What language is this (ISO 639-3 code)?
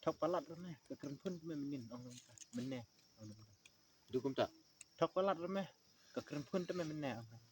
kha